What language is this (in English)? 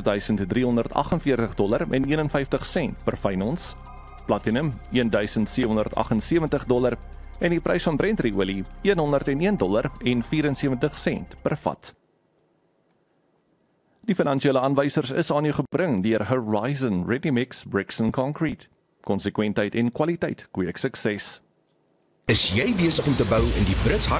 Afrikaans